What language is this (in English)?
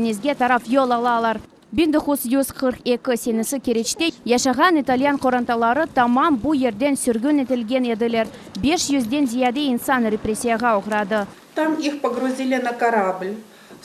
Crimean Tatar